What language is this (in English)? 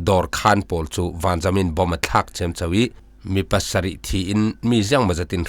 Falam Chin